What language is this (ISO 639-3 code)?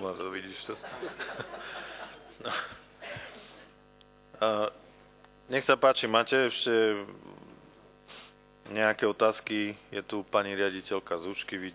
slk